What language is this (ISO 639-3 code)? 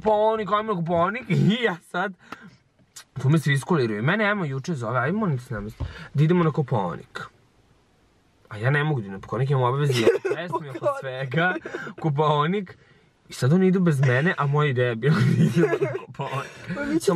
srp